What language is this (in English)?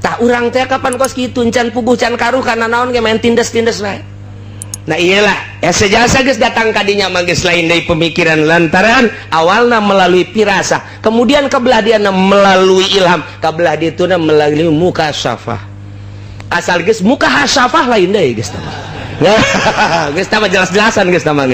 Sundanese